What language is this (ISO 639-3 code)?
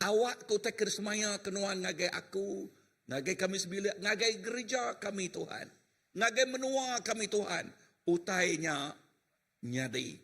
iba